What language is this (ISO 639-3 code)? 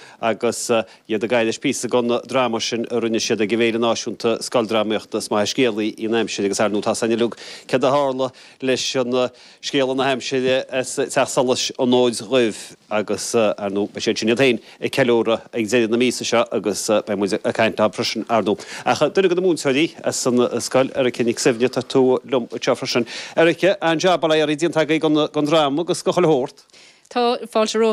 gle